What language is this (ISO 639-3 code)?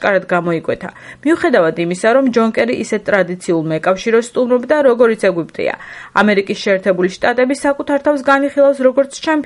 kat